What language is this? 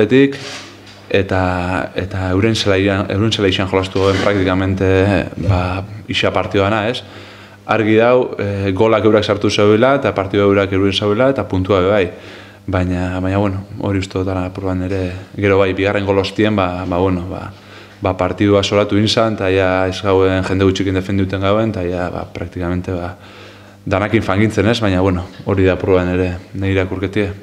Basque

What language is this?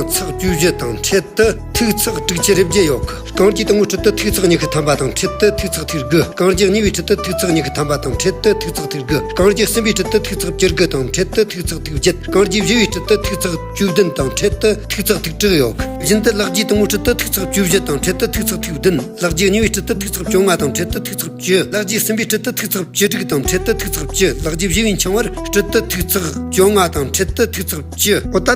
Tibetan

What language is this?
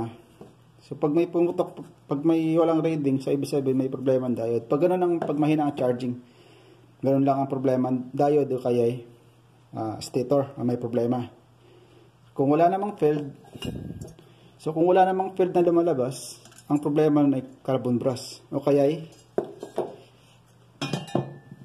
Filipino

